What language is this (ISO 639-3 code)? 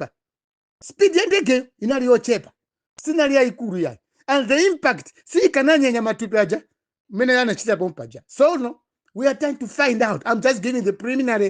nya